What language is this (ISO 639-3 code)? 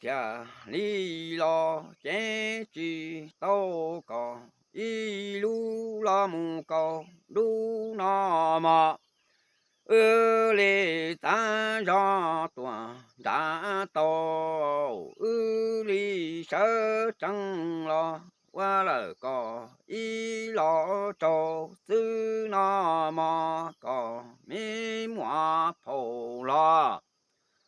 hmn